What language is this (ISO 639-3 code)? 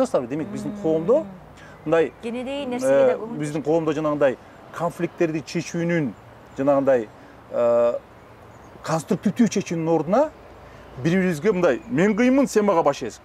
kir